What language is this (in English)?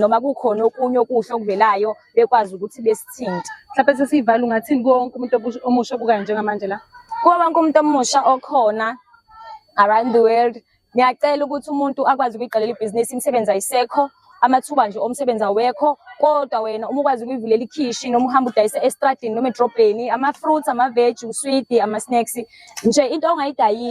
Zulu